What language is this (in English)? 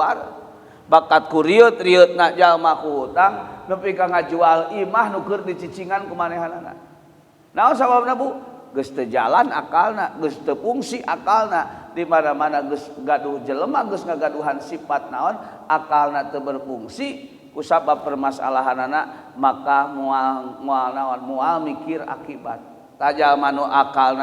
Sundanese